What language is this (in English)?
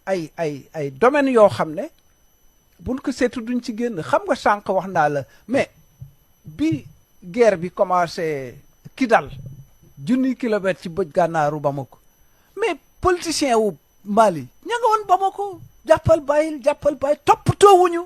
Wolof